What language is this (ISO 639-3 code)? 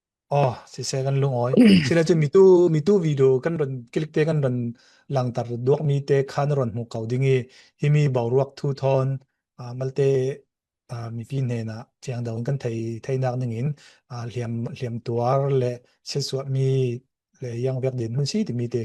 cfm